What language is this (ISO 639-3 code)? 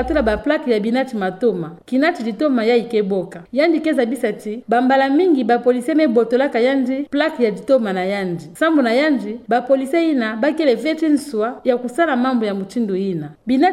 ktu